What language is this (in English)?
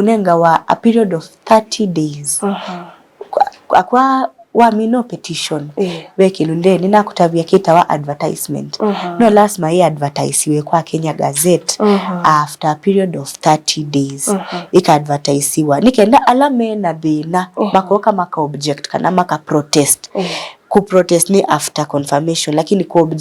Kamba